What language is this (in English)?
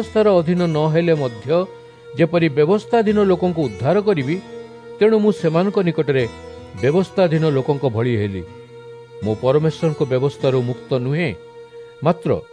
Odia